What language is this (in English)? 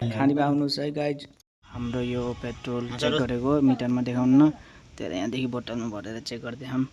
Nepali